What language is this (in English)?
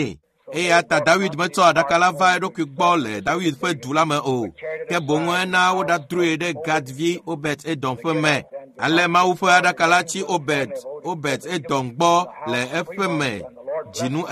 Ewe